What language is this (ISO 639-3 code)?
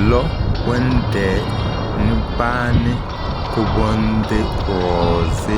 kdh